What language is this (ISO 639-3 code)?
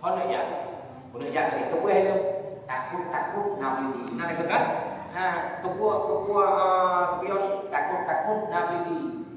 ace